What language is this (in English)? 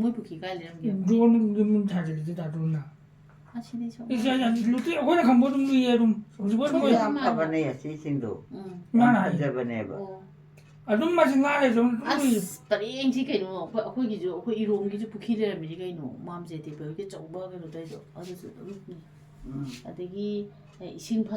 Manipuri